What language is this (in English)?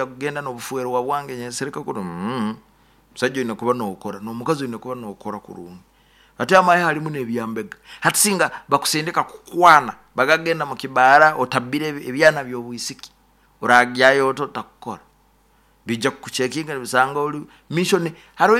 Nyoro